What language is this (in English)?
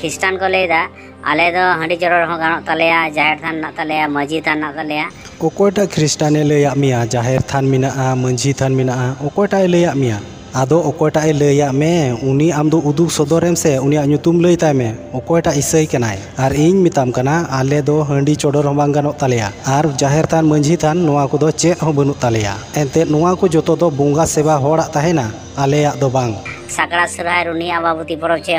Santali